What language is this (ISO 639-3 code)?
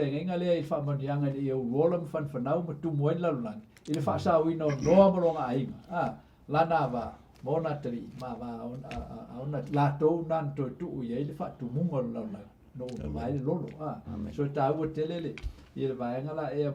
smo